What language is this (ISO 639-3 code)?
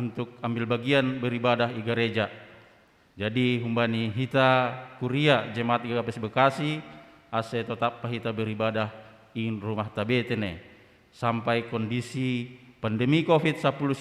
bts